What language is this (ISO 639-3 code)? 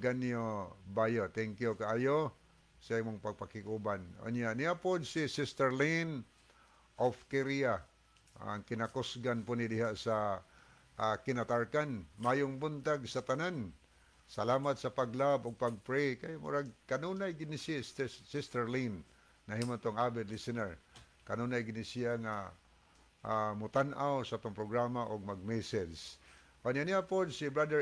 ceb